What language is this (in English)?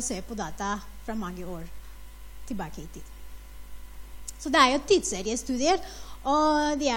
Norwegian